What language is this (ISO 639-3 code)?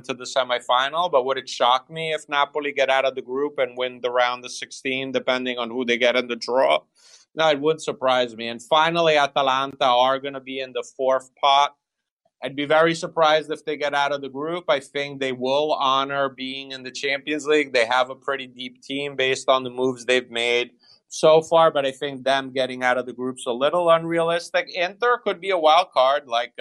eng